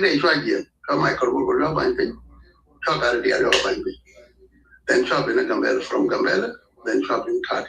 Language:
Nuer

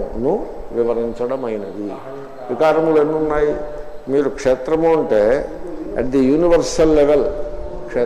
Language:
Telugu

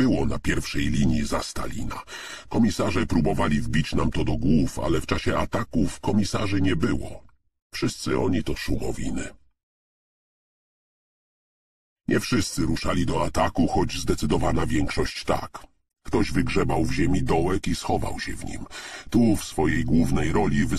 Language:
Polish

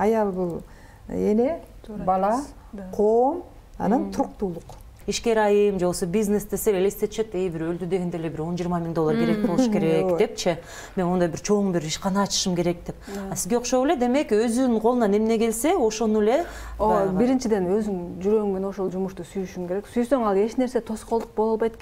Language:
Kyrgyz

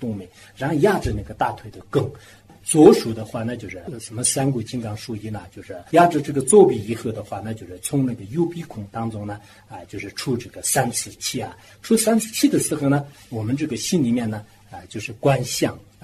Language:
Chinese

